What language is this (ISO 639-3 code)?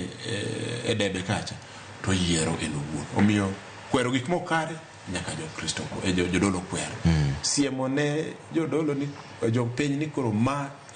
luo